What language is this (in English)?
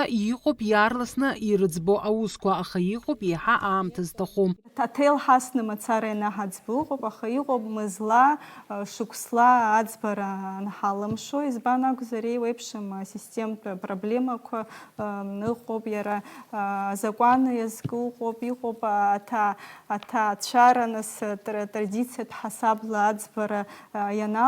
Abkhazian